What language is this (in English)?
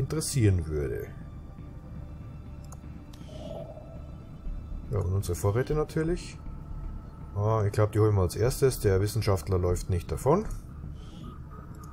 German